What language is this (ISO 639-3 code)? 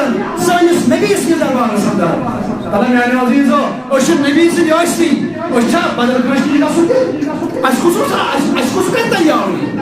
kas